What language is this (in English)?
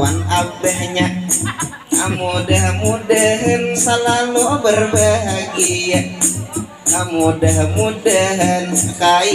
Banjar